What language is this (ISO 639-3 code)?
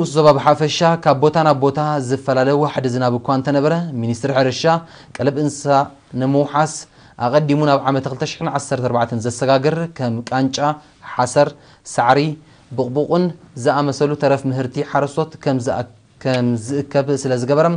tir